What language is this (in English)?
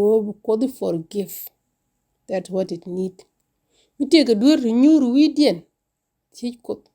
Nuer